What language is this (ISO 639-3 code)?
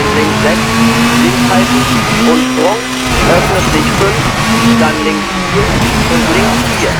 bar